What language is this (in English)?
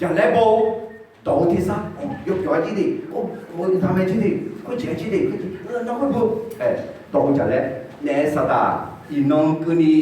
Akha